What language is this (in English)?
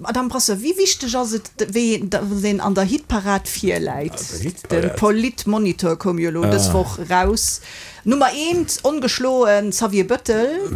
Luxembourgish